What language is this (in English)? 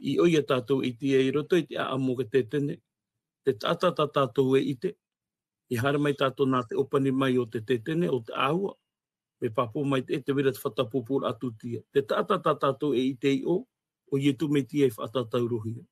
Tahitian